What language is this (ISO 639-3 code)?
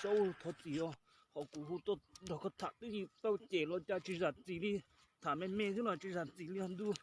hmn